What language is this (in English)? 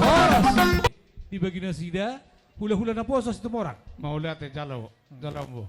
Batak Toba